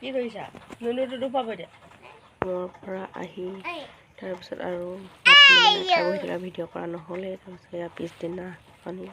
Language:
Assamese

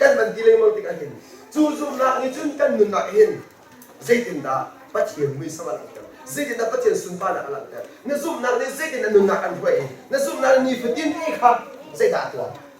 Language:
Hakha Chin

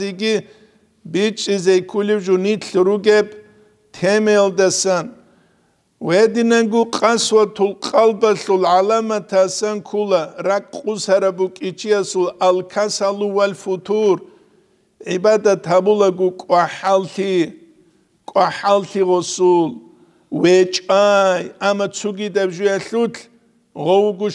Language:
Avaric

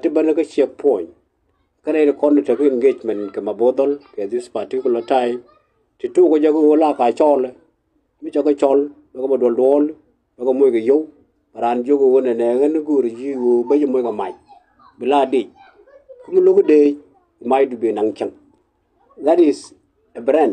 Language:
Nuer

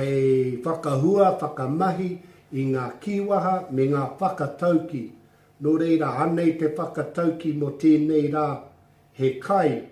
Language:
Māori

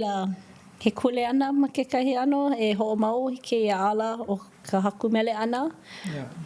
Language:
Hawaiian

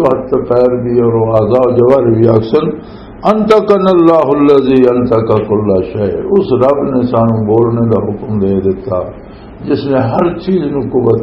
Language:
Western Panjabi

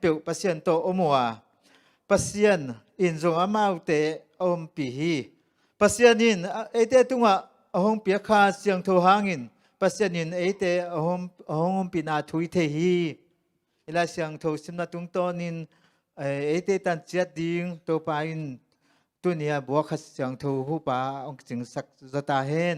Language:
Tedim Chin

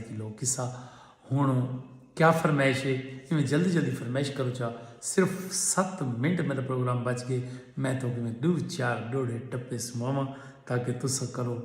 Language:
Saraiki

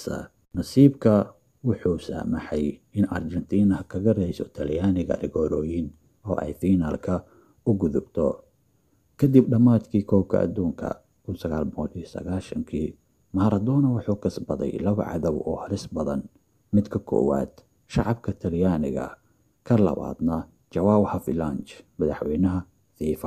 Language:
Somali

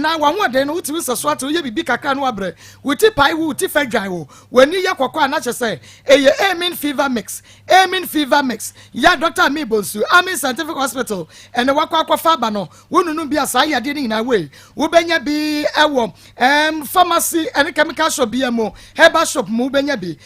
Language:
Akan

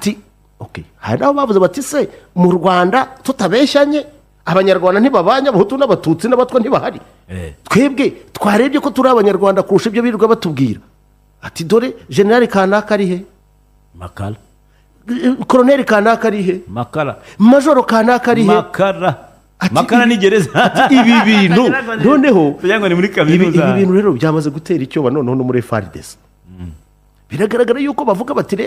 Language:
Kinyarwanda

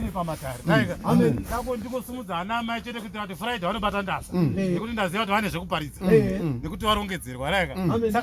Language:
Shona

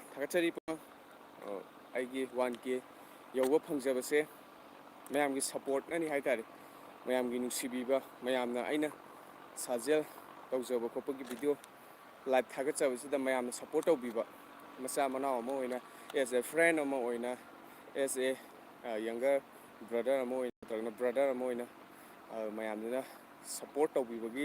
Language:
Manipuri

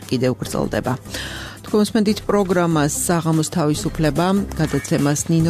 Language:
Georgian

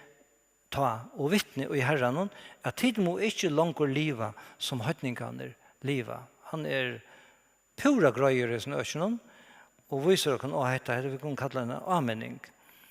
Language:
Faroese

